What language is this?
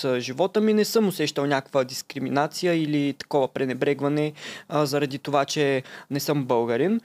Bulgarian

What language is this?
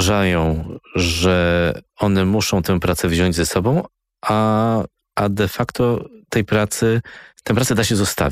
Polish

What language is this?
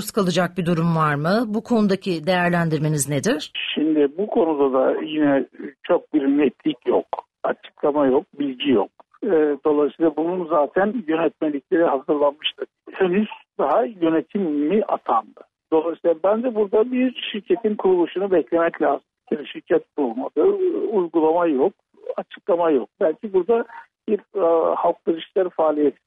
Turkish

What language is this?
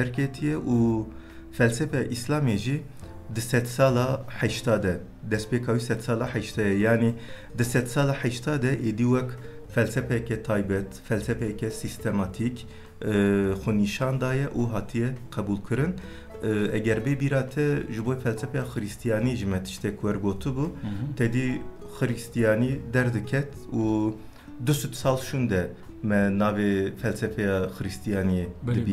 Kurdish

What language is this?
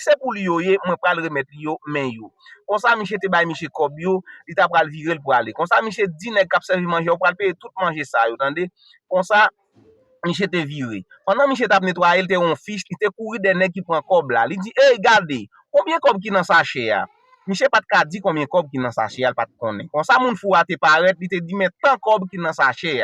Haitian Creole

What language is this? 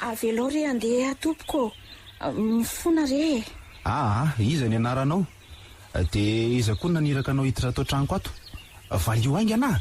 Malagasy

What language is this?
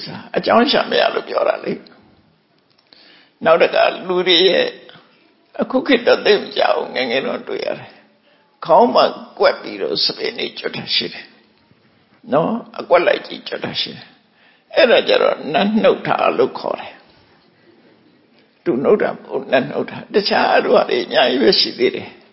Burmese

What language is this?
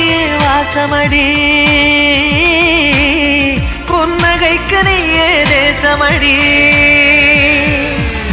Tamil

